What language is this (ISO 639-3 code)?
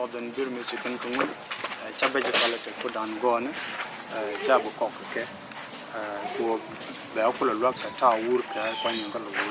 nus